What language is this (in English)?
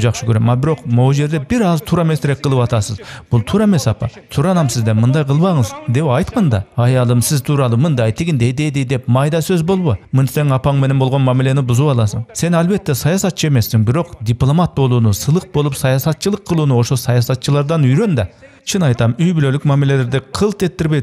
Kyrgyz